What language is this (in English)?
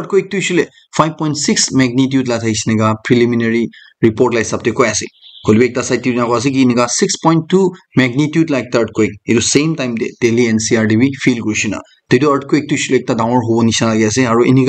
Naga Pidgin